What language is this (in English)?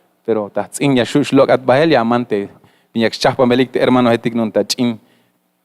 Tzeltal